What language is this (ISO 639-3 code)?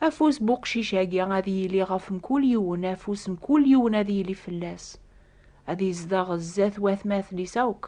kab